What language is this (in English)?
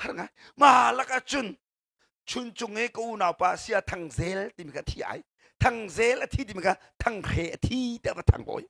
Hakha Chin